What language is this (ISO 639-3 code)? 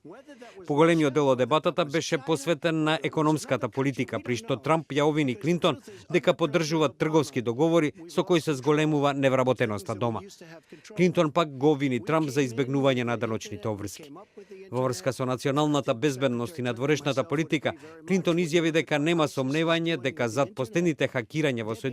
mkd